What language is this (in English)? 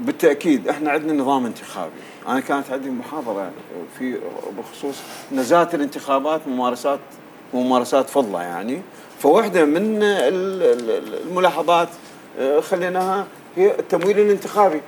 North Levantine Arabic